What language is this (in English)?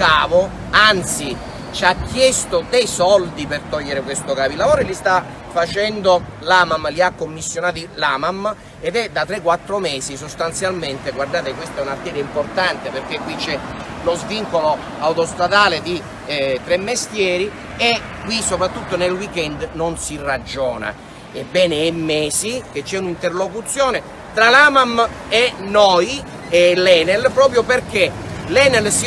Italian